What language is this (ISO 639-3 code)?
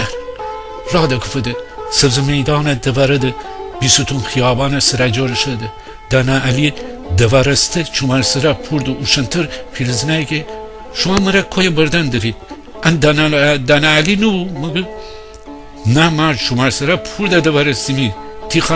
glk